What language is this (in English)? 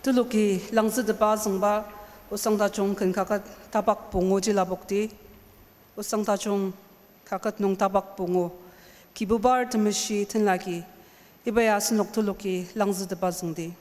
Ao Naga